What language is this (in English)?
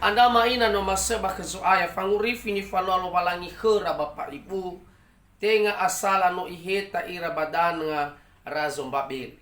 Nias